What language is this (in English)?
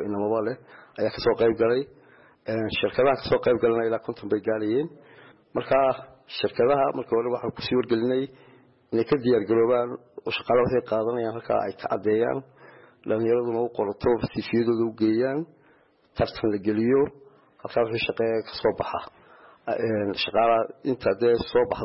Somali